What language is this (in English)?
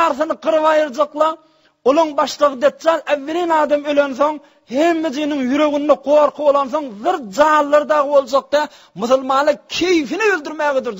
Turkmen